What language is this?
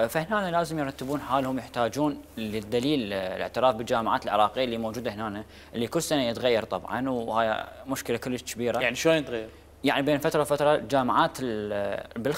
Mesopotamian Arabic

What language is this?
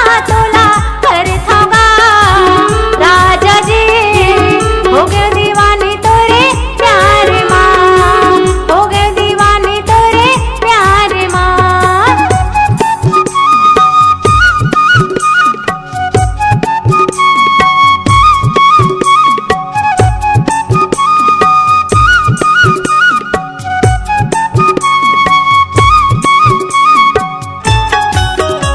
Chhattisgarhi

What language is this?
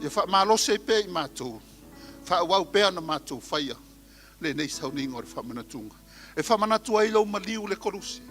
Samoan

